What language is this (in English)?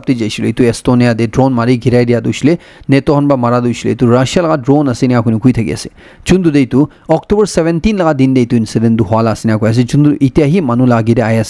Naga Pidgin